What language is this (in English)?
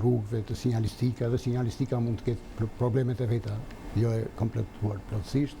Albanian